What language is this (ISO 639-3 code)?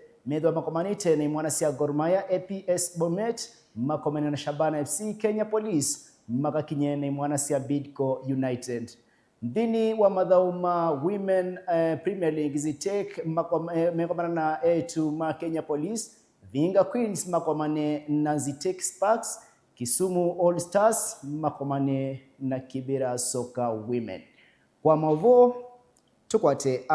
kam